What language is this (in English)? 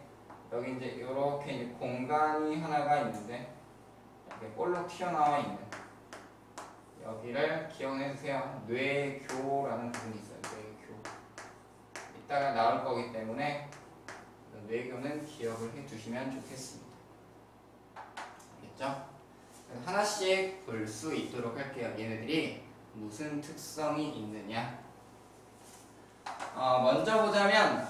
Korean